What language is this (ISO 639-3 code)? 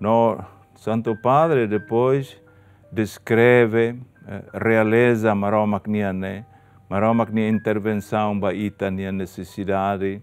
tet